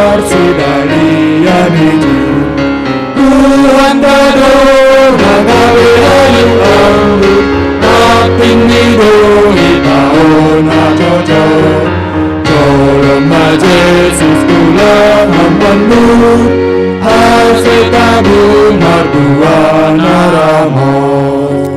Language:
Batak Simalungun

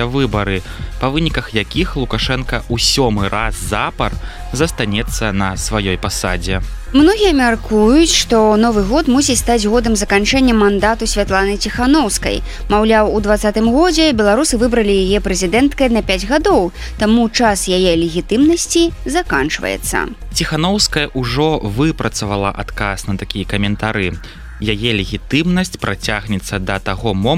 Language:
Belarusian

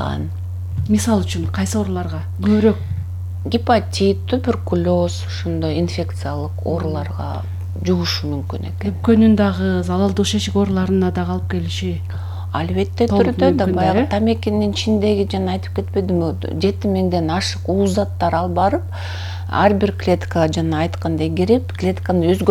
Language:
Kyrgyz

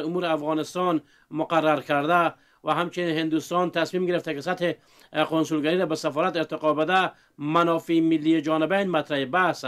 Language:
Pashto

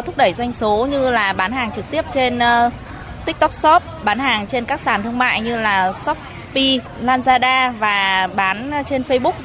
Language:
Vietnamese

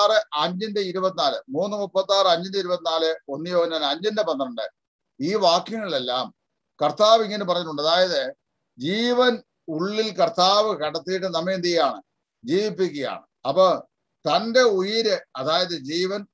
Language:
Malayalam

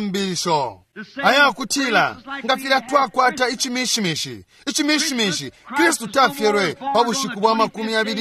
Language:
Bemba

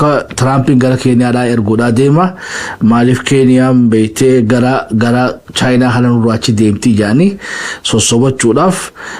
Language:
Oromo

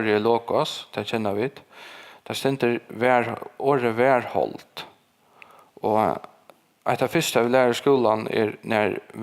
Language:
Faroese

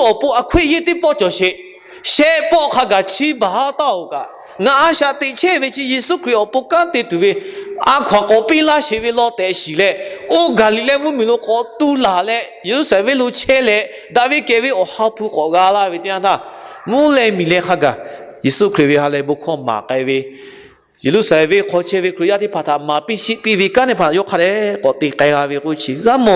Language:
Lahu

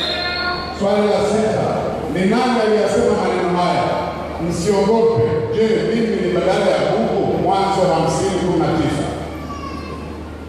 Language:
Swahili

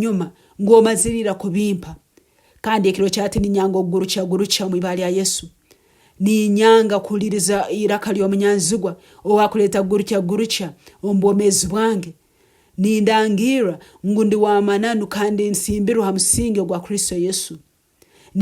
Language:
Nyankole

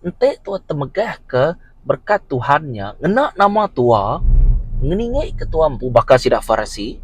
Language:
Iban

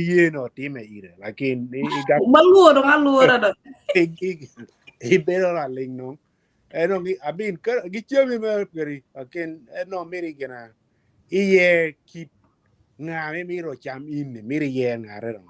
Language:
Acoli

